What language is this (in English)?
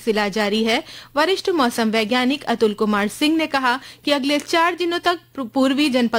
Hindi